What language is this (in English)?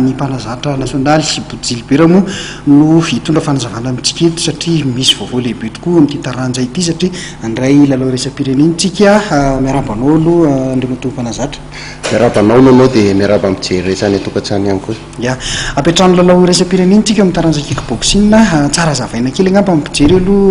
Malagasy